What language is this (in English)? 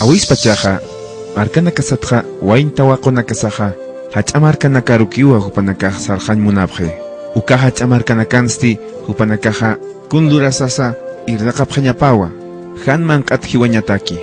Aymara